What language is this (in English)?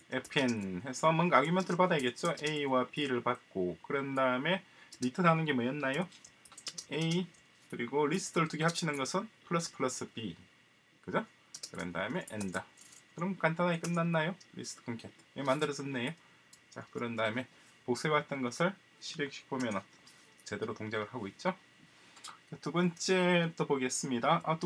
Korean